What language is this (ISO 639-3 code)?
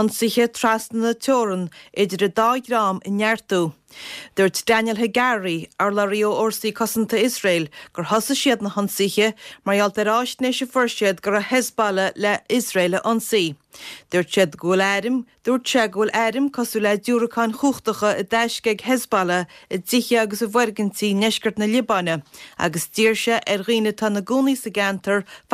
gle